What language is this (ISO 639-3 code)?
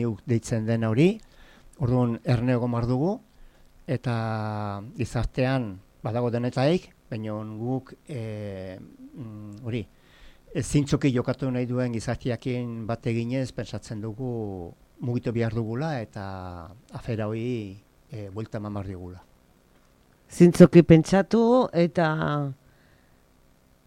eus